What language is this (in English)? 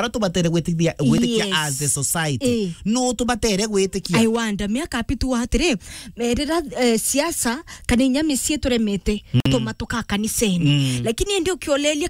Meru